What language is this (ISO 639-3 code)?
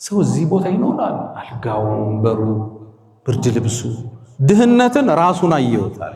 amh